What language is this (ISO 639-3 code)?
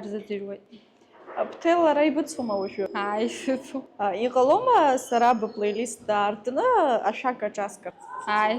abk